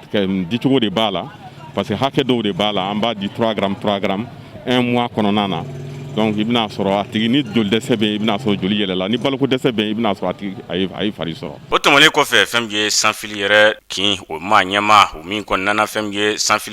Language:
Bambara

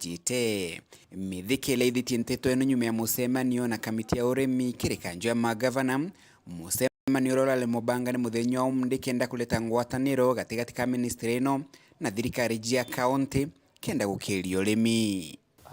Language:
Meru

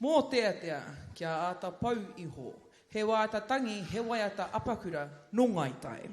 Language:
Māori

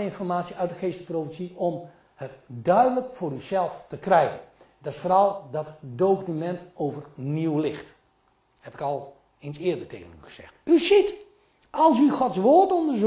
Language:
Dutch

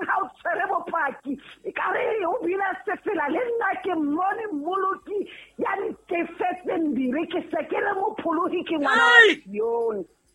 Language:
Southern Sotho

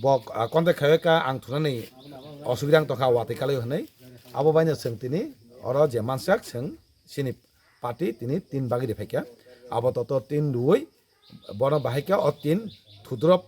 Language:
Kok Borok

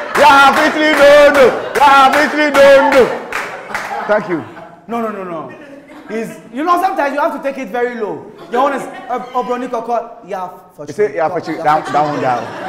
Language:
English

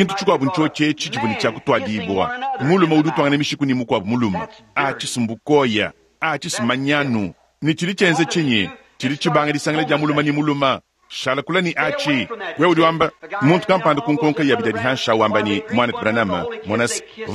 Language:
Luba-Lulua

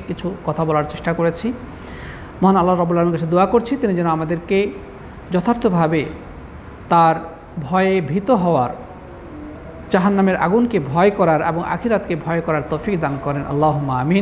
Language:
Bangla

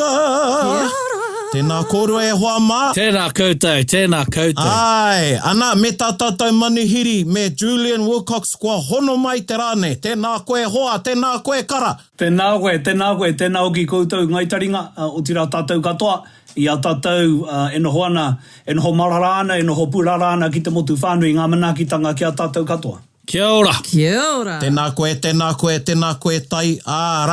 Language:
Māori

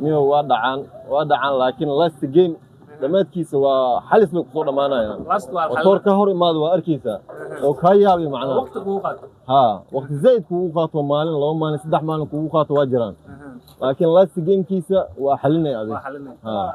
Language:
Somali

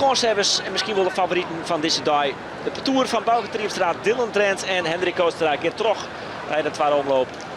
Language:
Western Frisian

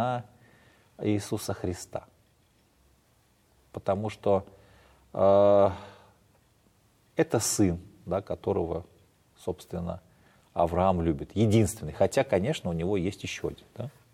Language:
Russian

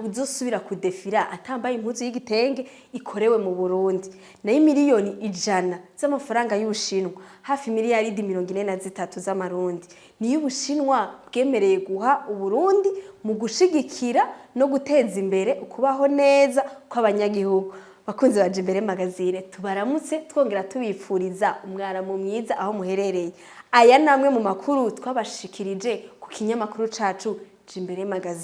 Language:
Rundi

